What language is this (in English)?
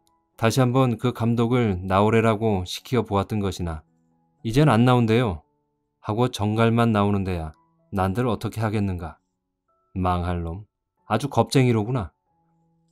Korean